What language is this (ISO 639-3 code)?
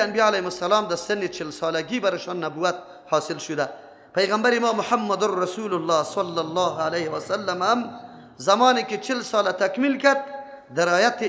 fas